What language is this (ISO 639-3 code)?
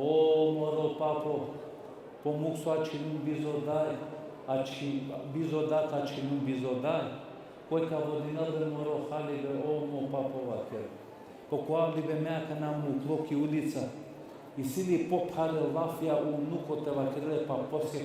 rmn